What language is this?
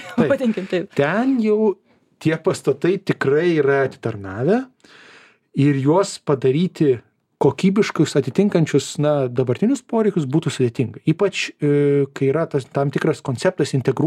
Lithuanian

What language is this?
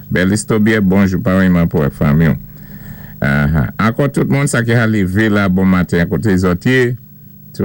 Saint Lucian Creole French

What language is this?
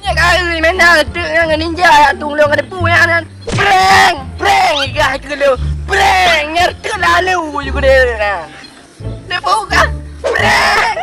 Achinese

